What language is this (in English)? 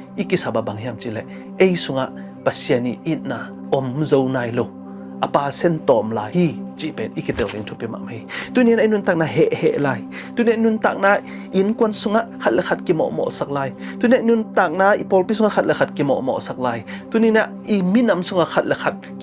Tedim Chin